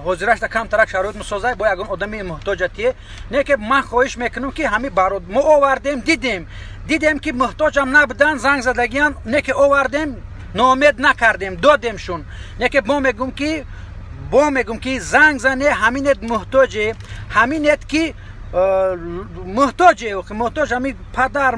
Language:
Tajik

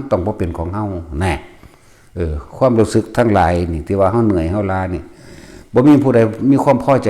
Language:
Northeastern Thai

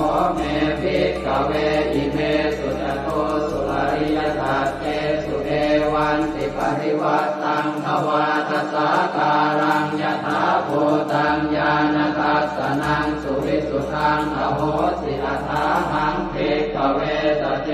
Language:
Pali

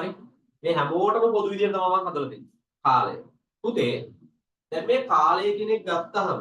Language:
Sinhala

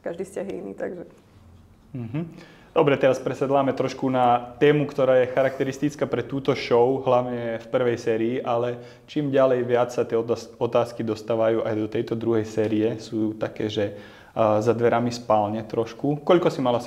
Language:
Slovak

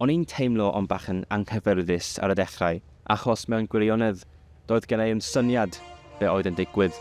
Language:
Welsh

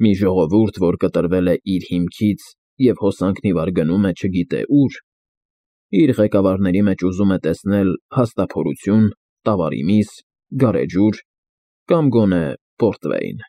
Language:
Armenian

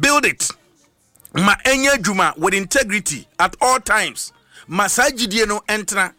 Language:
Akan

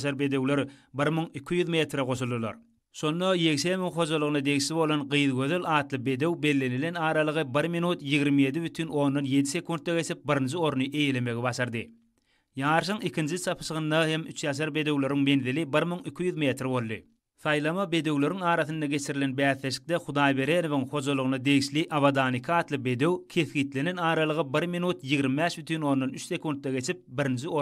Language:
Turkmen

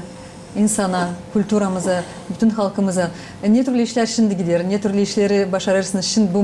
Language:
Gagauz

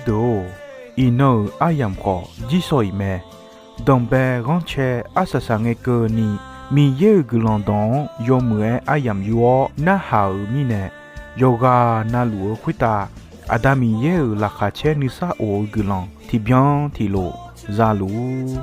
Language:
Akha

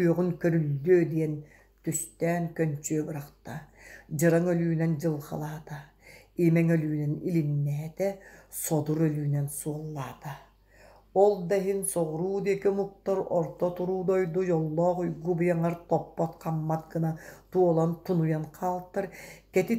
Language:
Yakut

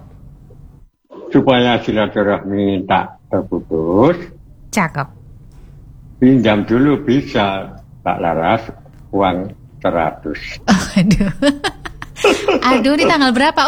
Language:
Indonesian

